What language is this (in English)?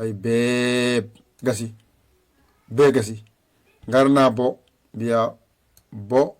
Fula